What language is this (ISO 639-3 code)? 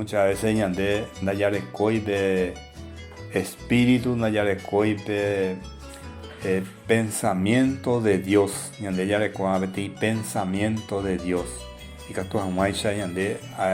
grn